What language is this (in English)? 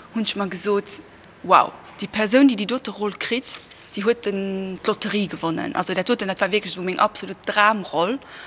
Luxembourgish